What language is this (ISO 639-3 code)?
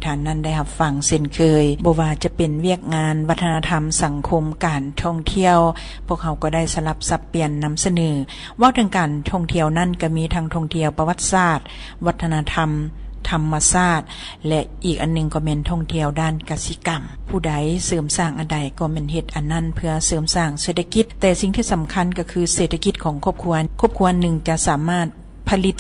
lao